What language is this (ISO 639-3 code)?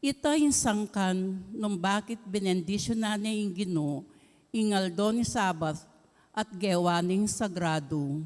pam